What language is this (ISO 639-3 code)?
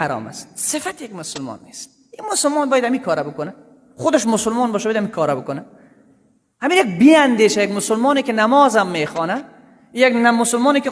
fas